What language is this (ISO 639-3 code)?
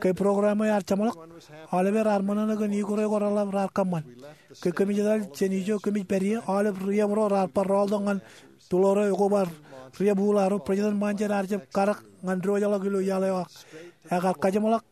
mah